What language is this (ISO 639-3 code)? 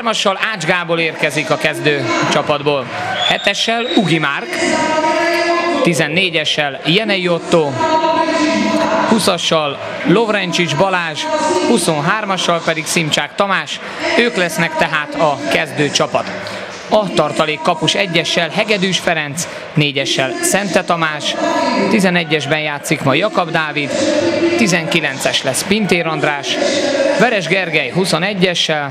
hun